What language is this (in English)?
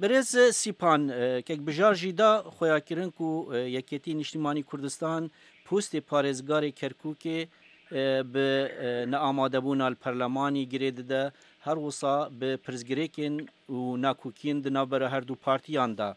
Kurdish